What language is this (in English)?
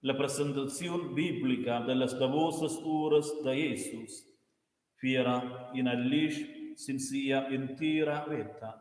Romansh